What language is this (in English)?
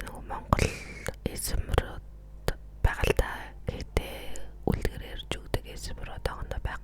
Mongolian